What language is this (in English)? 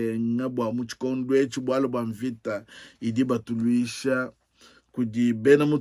Luba-Lulua